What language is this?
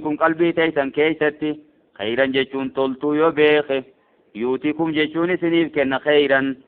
Oromo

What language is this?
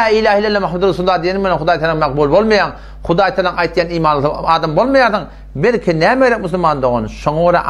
Turkmen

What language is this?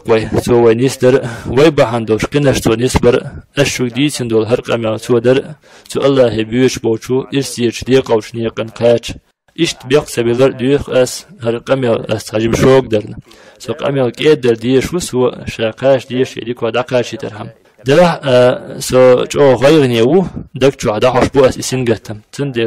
Chechen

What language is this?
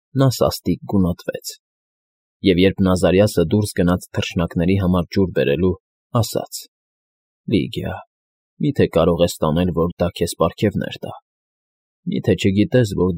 Armenian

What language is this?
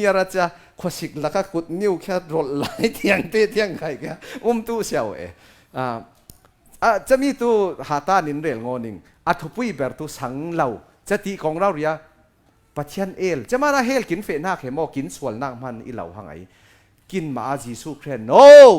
Falam Chin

